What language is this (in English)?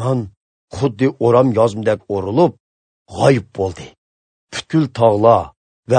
Uyghur